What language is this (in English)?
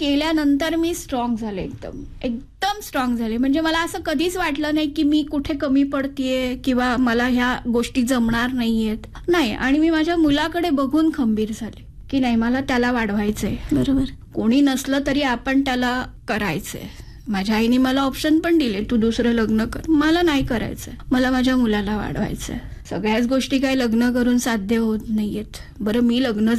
Marathi